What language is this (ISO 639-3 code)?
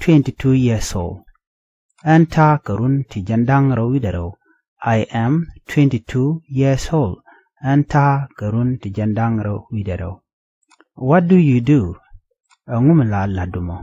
nus